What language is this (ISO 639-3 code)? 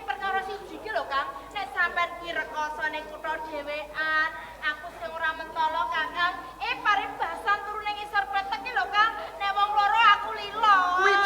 jav